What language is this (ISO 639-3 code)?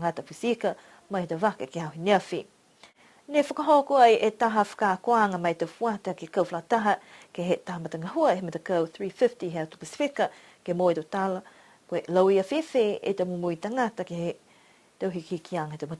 niu